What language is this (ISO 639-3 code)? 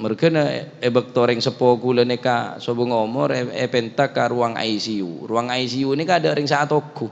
mad